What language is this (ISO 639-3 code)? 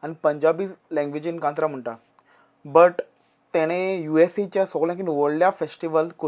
kok